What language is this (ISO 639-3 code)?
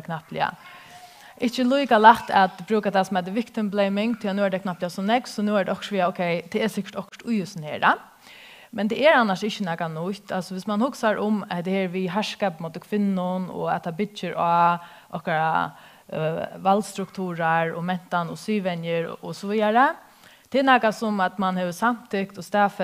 fao